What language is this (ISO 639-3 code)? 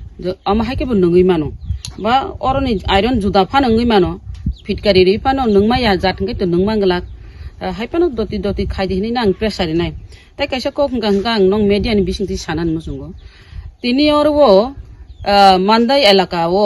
trp